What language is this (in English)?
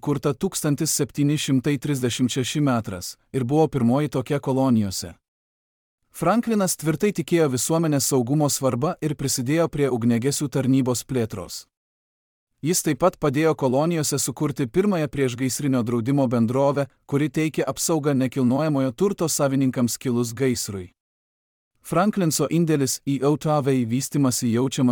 Lithuanian